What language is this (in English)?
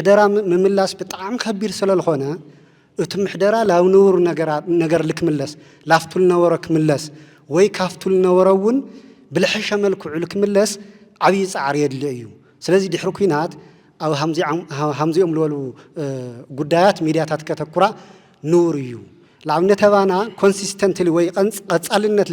Tigrinya